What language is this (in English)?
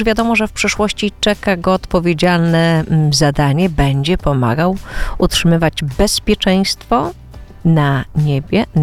Polish